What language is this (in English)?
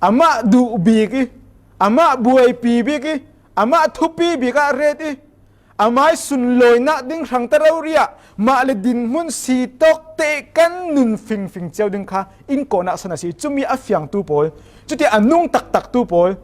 Falam Chin